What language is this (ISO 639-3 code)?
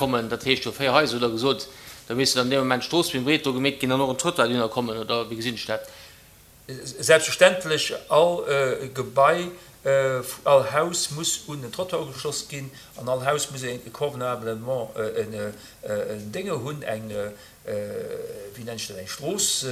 ltz